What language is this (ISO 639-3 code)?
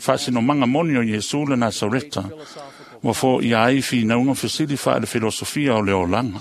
smo